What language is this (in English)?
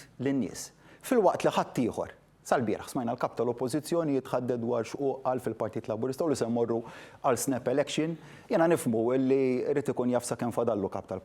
Maltese